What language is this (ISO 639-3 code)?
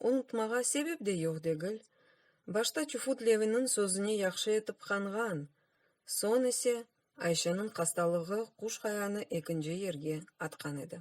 crh